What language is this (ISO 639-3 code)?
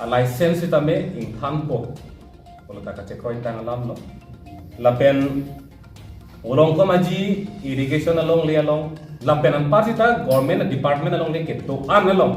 mjw